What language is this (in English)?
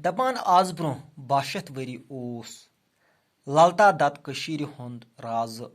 Kashmiri